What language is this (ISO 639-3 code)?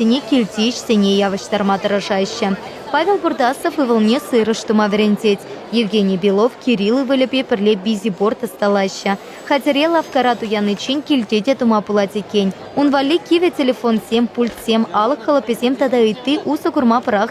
chv